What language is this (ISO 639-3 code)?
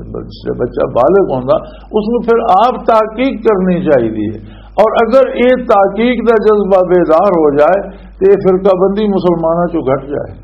lah